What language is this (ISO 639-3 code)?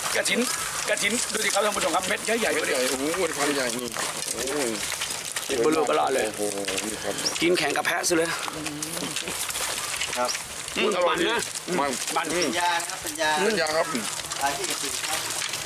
tha